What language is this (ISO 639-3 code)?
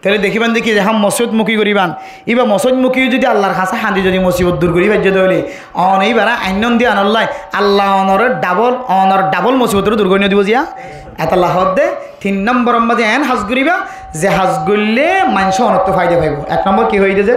rhg